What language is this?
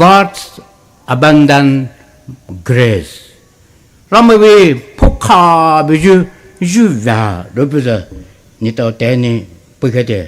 Poumei Naga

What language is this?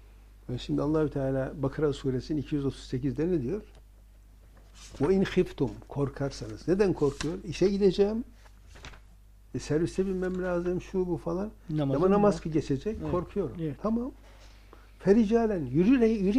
Turkish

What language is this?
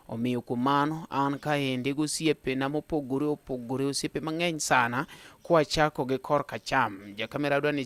Luo (Kenya and Tanzania)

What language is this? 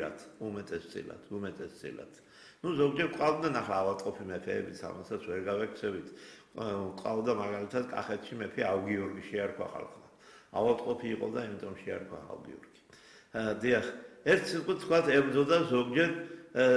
Georgian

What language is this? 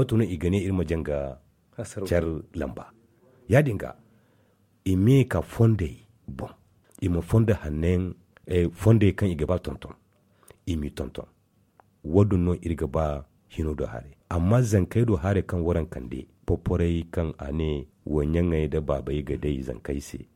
Zarma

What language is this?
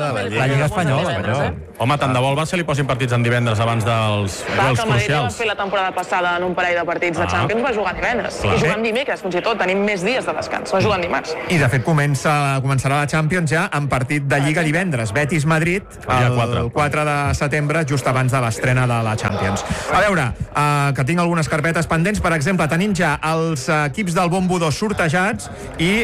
Catalan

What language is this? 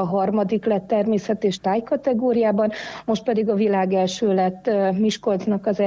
Hungarian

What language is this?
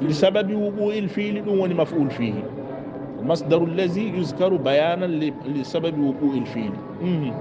Fula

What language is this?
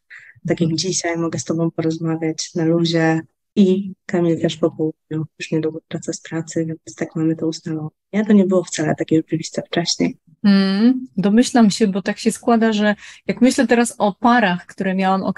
Polish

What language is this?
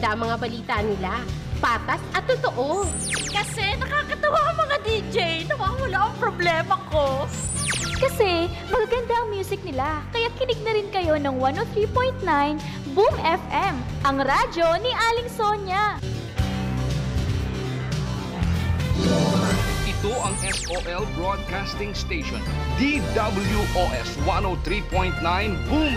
Filipino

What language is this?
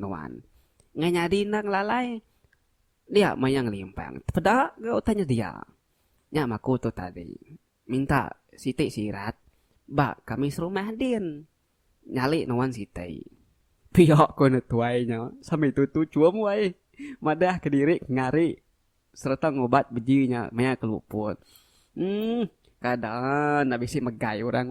Iban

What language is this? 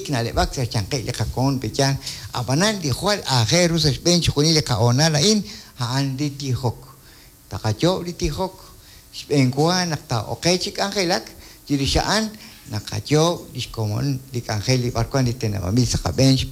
Kekchí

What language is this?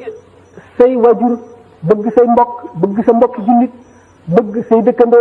Wolof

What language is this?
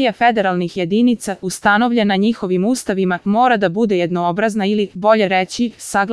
Serbian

